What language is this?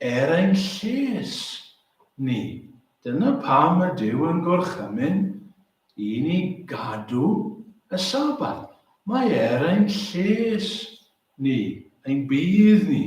Welsh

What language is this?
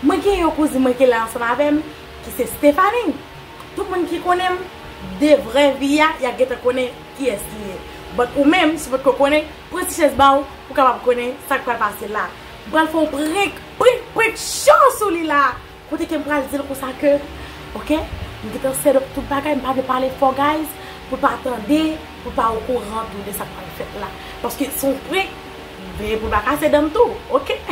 Haitian Creole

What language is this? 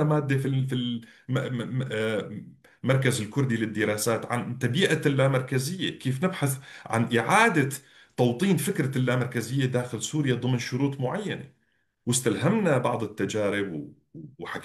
North Levantine Arabic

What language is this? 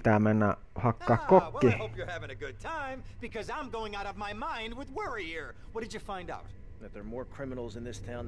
Finnish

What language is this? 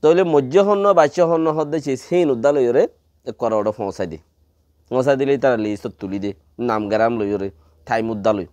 Rohingya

